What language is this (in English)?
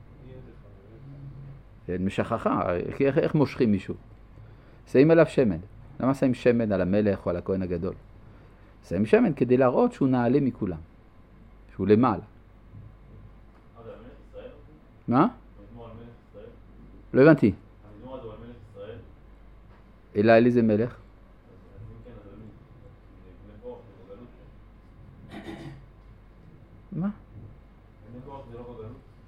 Hebrew